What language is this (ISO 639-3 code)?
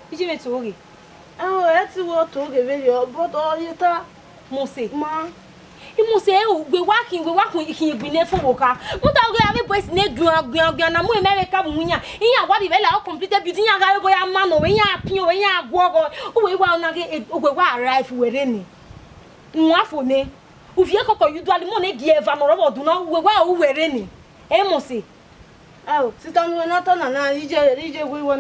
bin